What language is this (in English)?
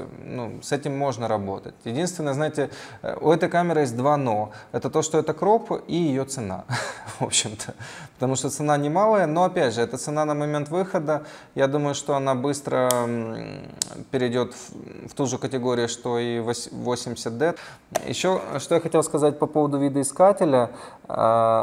Russian